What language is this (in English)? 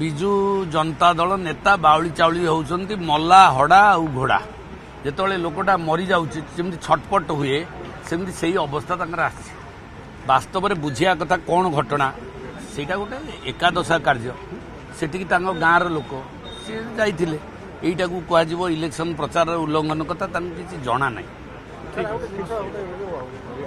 Odia